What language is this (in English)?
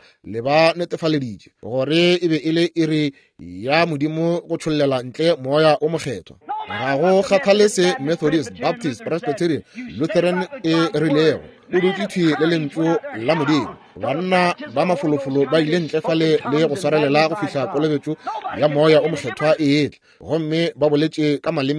Northern Sotho